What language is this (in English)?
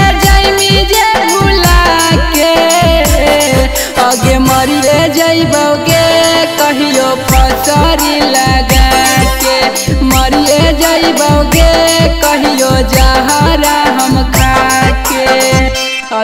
Magahi